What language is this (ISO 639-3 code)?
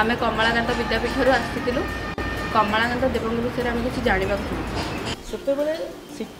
ori